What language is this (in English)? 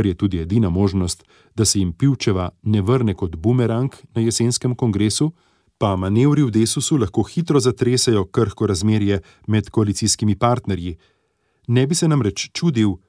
Slovenian